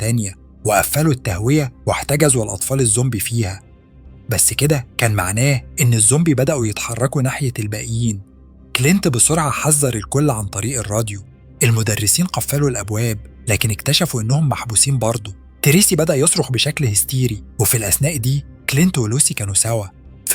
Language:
Egyptian Arabic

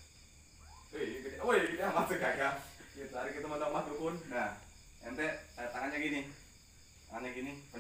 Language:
Indonesian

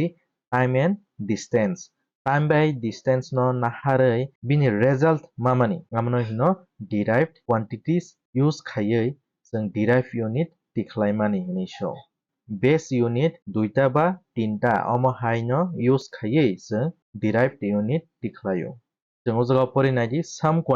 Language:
Kok Borok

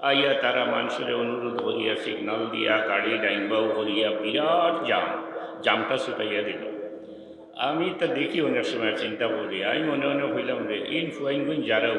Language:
Sylheti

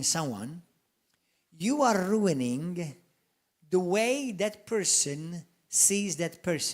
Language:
English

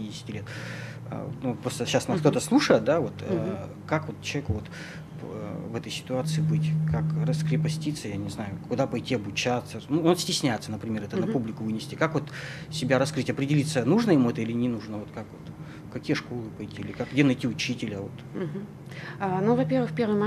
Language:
Russian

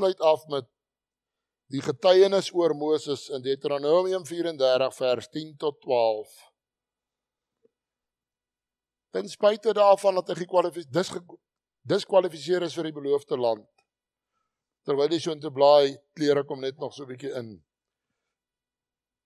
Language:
Afrikaans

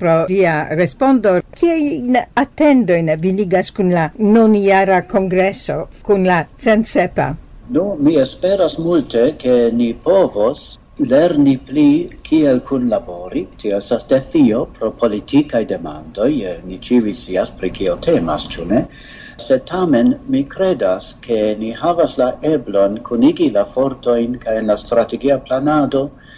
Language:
Esperanto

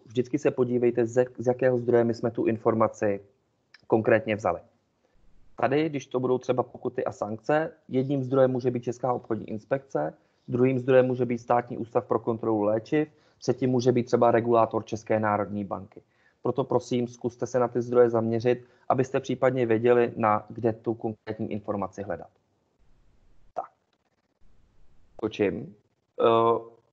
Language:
Czech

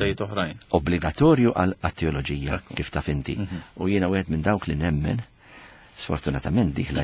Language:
Maltese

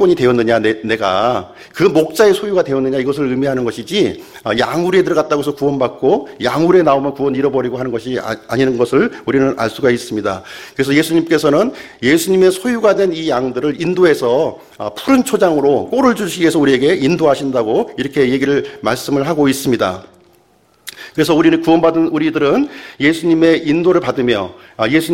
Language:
Korean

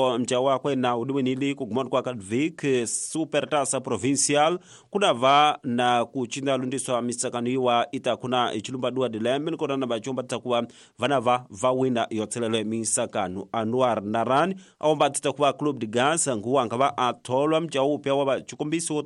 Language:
Tsonga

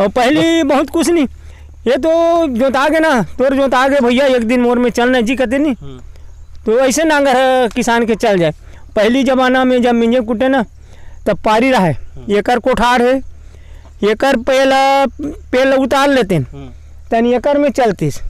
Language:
Chhattisgarhi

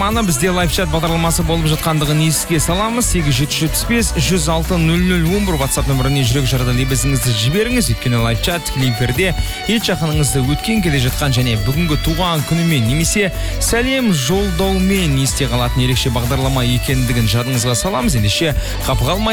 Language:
Kazakh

